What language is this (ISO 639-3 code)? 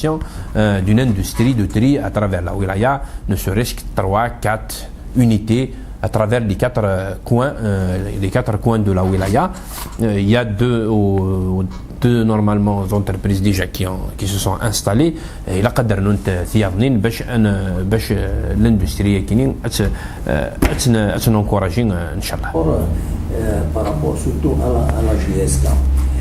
kab